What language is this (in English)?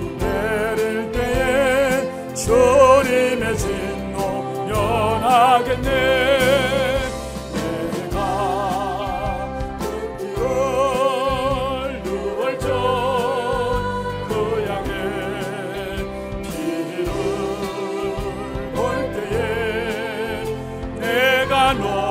Korean